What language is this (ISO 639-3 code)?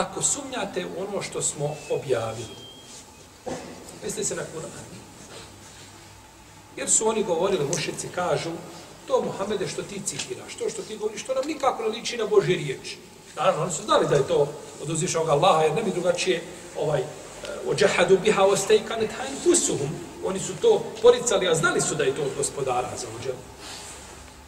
bos